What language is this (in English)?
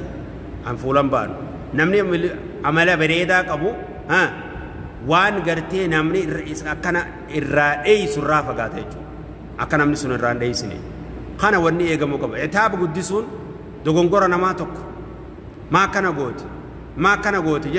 Oromo